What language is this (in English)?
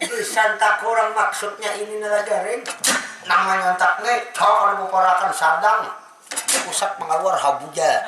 Banjar